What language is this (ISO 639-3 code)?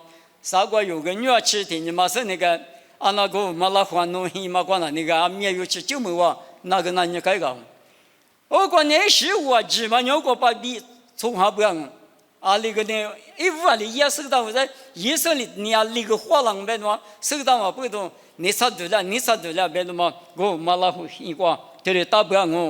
lis